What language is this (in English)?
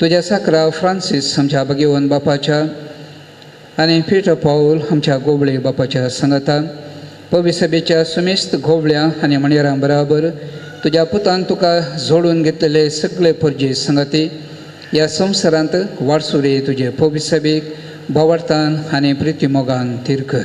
Konkani